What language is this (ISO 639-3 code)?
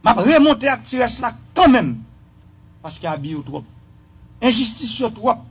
hat